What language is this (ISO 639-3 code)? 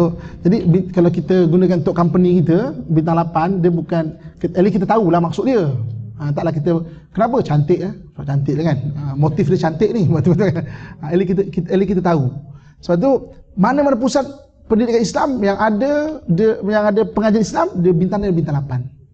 msa